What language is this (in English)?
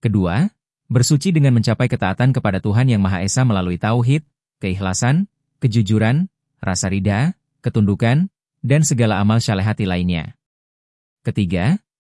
Indonesian